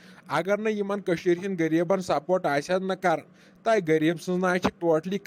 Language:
Kashmiri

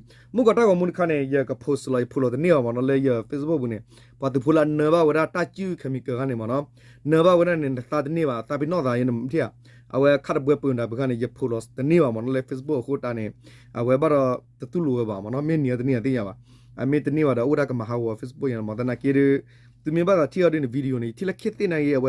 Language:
S'gaw Karen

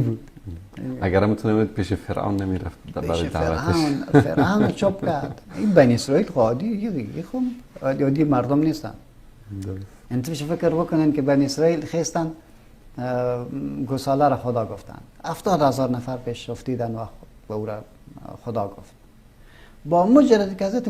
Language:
Persian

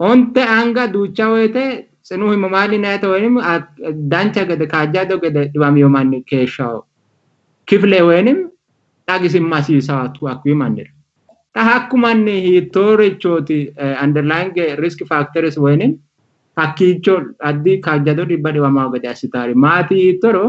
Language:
Sidamo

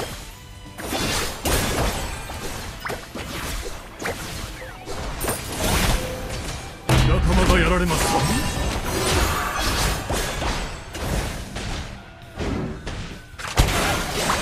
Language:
Japanese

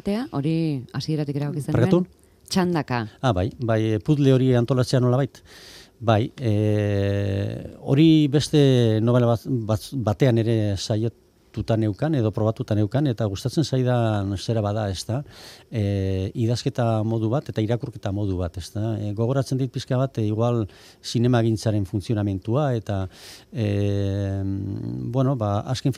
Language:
Basque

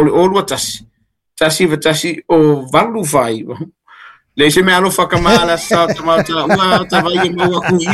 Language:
Samoan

